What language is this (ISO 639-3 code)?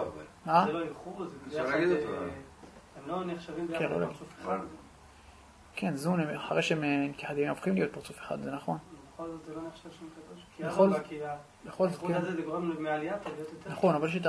heb